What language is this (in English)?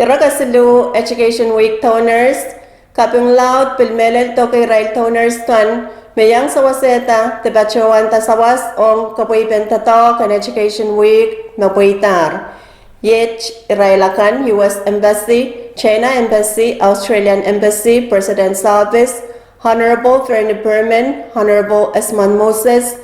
Pohnpeian